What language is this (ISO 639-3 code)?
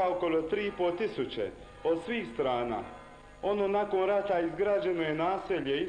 hrv